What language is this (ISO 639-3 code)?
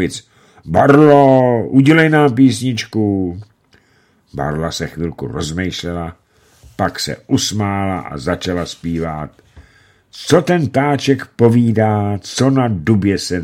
ces